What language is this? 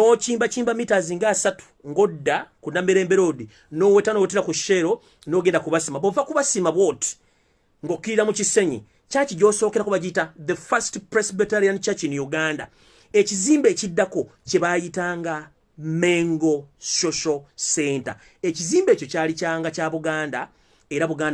Ganda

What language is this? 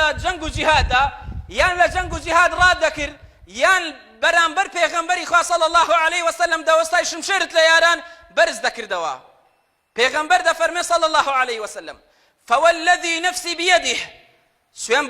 Central Kurdish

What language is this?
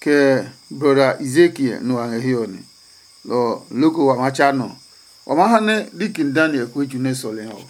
Adangme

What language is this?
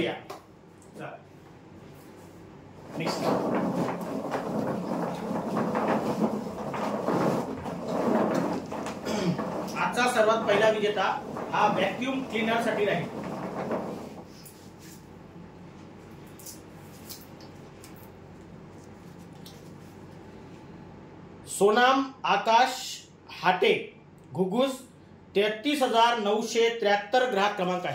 Marathi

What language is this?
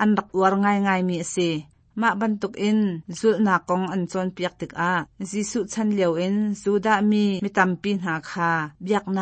Hakha Chin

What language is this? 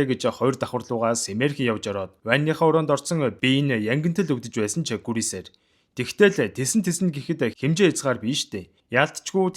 Mongolian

